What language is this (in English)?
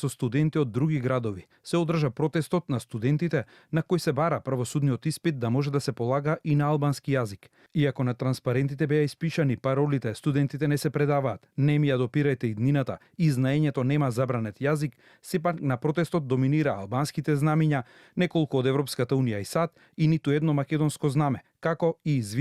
Macedonian